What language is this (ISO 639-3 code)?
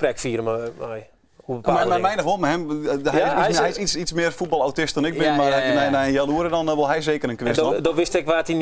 fry